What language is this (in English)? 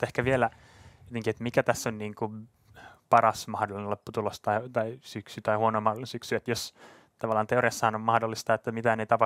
Finnish